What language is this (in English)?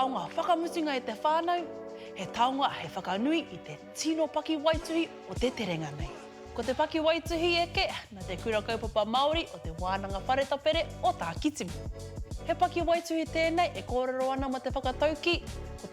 Māori